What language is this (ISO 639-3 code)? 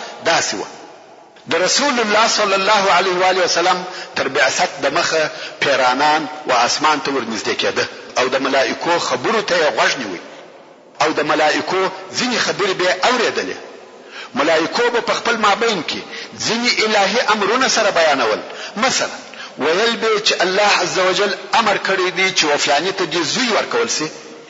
pus